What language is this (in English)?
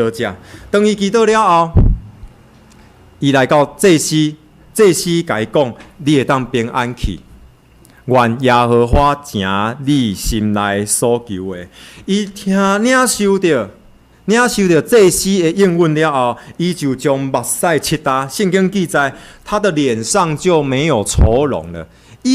Min Nan Chinese